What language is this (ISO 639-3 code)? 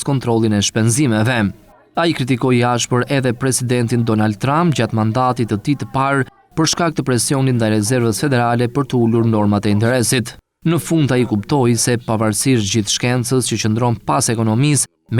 sqi